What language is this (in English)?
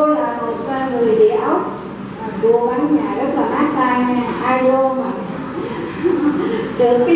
Vietnamese